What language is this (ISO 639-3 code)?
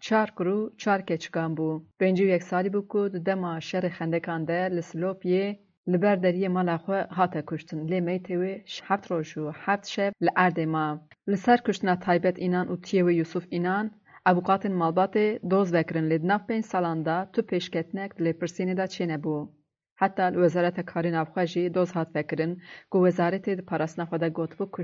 kur